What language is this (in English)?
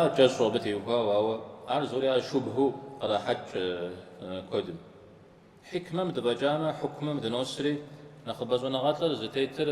Kabardian